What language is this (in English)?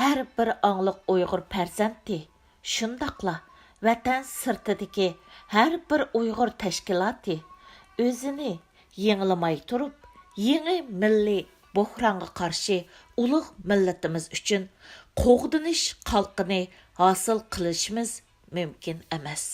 Uyghur